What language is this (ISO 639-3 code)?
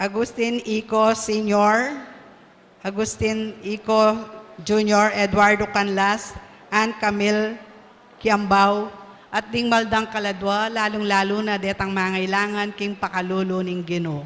pam